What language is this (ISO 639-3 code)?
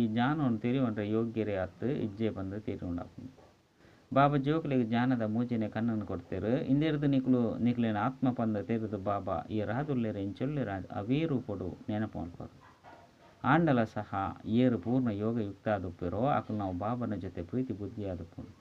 tcy